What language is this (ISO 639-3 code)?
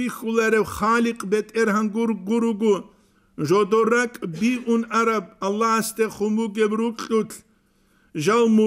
ava